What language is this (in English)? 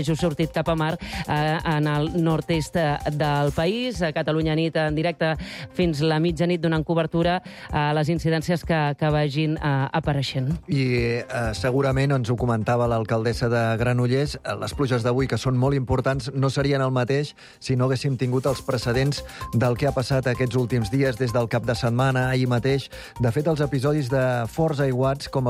Catalan